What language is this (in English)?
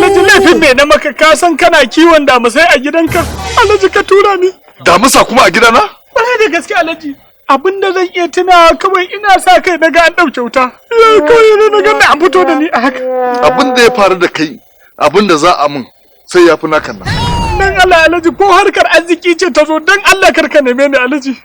Hausa